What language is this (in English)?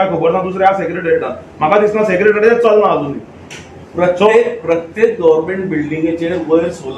Konkani